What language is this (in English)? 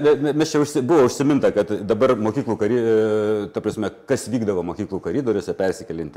Lithuanian